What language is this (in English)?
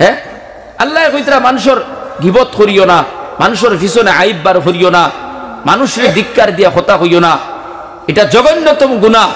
Sylheti